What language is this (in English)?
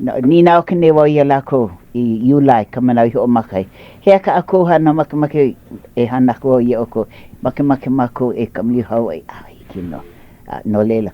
Hawaiian